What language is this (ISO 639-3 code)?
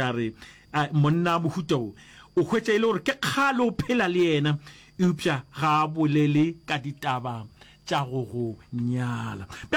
nso